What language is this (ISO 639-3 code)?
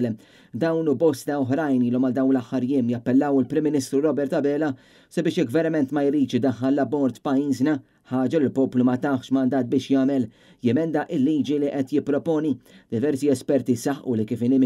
mlt